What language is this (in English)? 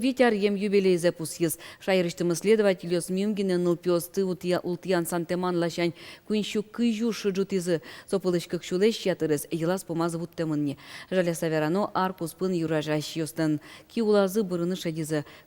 Udmurt